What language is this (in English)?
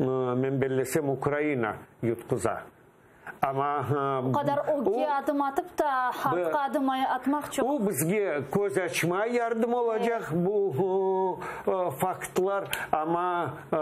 Crimean Tatar